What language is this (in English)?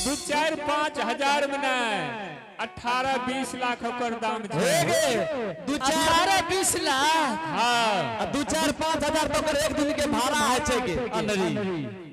Angika